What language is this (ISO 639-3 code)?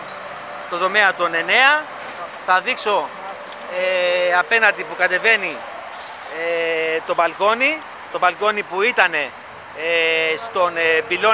ell